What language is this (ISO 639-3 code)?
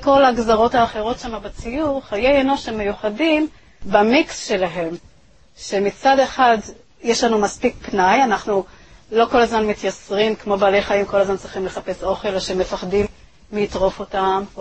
heb